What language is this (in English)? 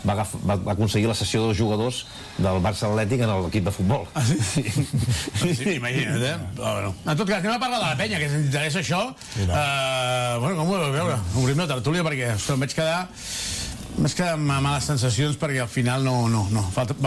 Catalan